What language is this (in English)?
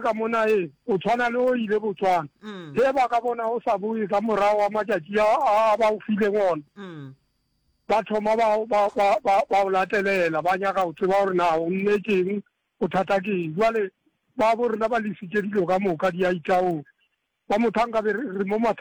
Northern Sotho